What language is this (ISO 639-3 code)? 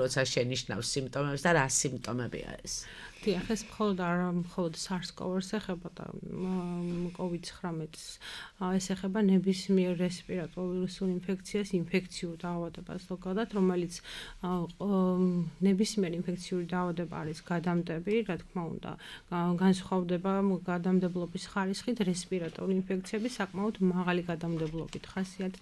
kat